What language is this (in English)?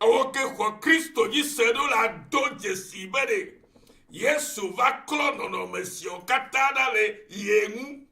Ewe